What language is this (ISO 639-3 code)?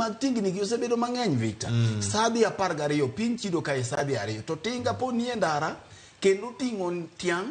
luo